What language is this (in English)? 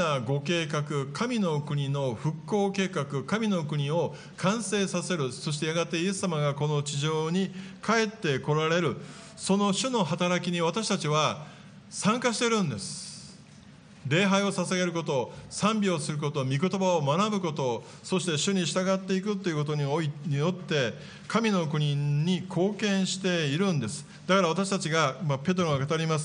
Japanese